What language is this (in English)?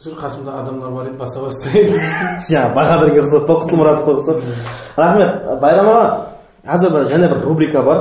Kara-Kalpak